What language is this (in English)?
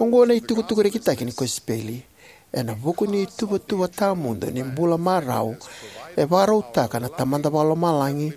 Fijian